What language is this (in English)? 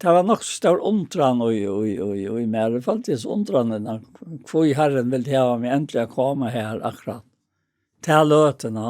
Faroese